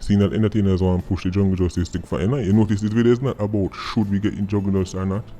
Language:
Jamaican Creole English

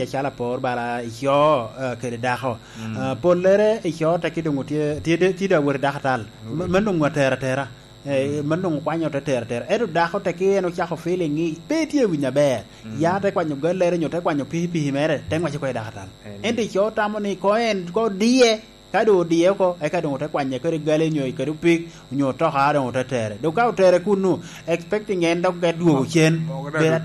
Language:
Lango (Uganda)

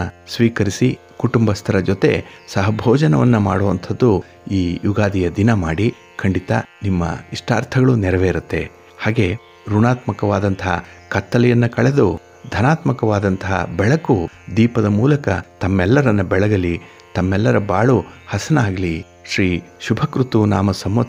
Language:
Kannada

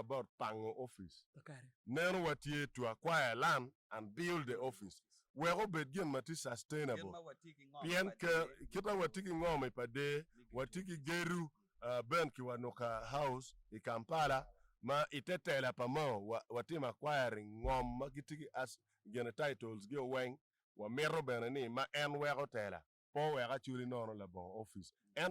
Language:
Acoli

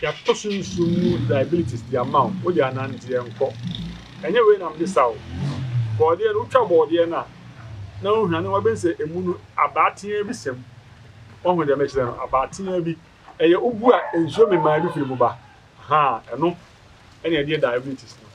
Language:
Akan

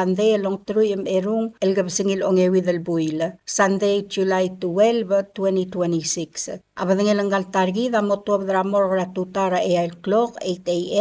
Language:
Palauan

